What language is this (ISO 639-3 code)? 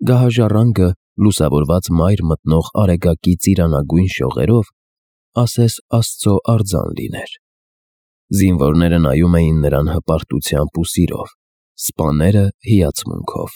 hye